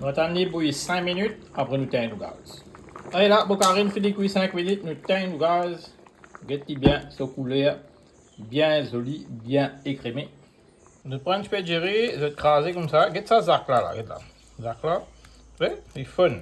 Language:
Morisyen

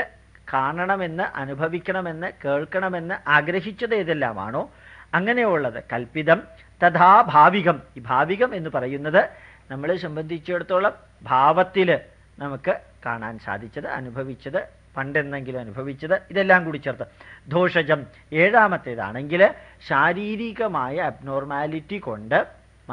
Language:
Malayalam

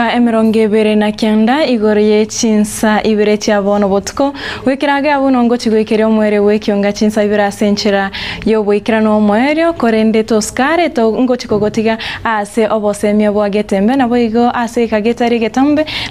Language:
Gusii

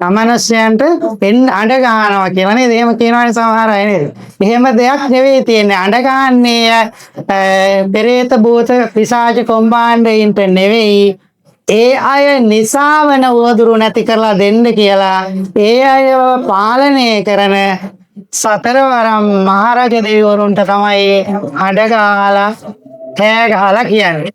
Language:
Sinhala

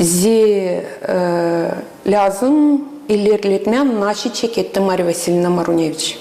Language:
Gagauz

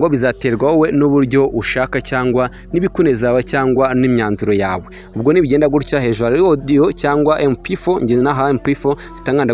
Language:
Kinyarwanda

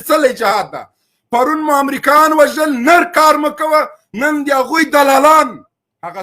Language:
Pashto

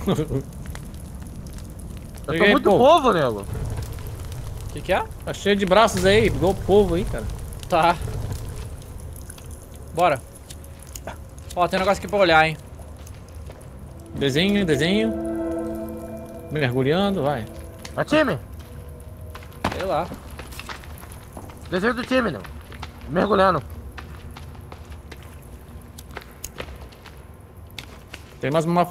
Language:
Portuguese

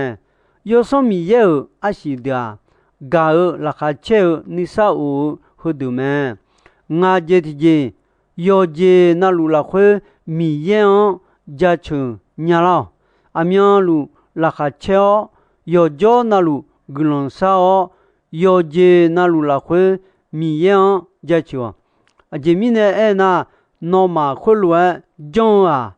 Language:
Akha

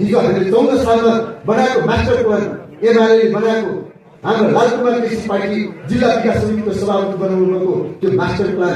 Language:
Nepali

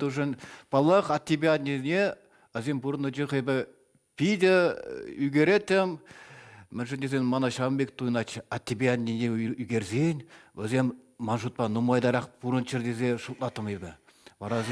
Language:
Chuvash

